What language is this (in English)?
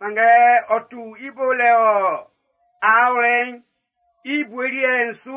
Baoulé